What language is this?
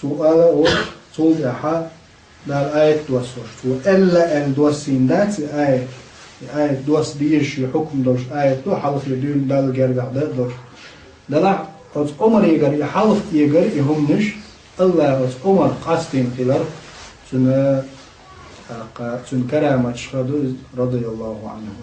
Chechen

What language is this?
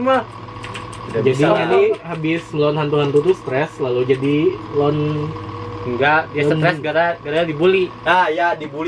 Banjar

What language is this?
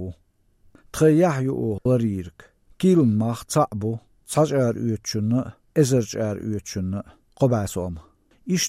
Chechen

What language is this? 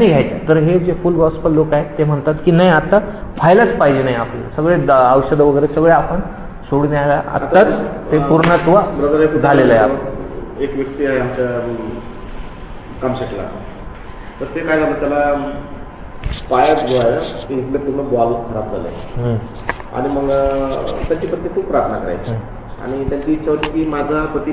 Marathi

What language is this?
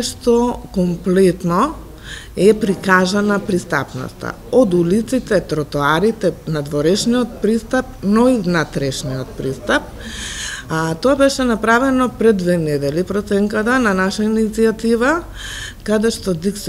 Macedonian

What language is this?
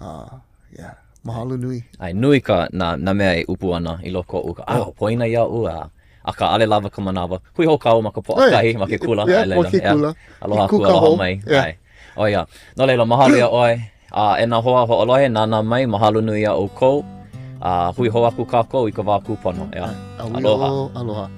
Hawaiian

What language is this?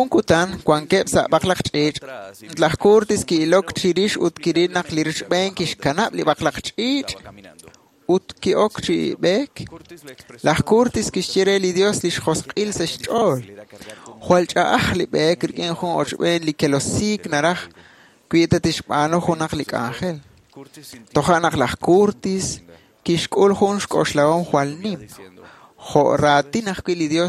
Kekchí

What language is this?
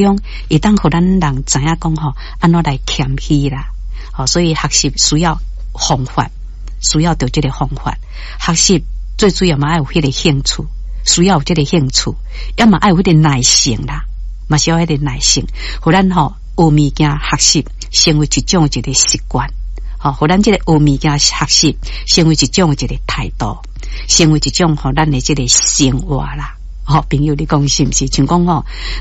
Min Nan Chinese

